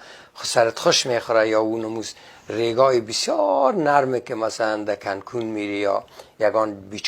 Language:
Persian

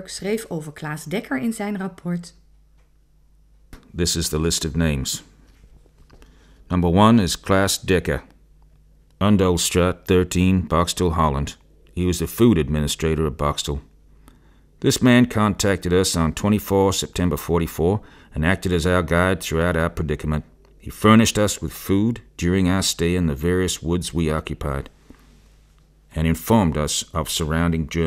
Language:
Dutch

